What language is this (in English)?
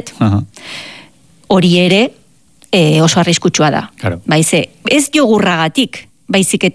Basque